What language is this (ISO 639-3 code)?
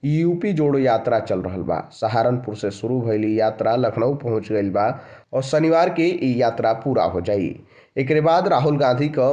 bho